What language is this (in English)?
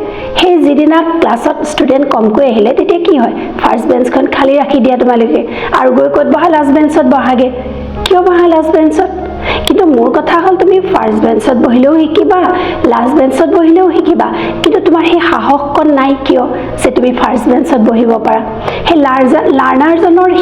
Assamese